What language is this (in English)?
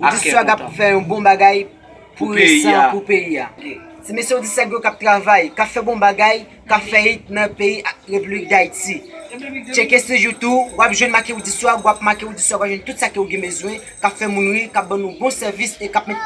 Haitian Creole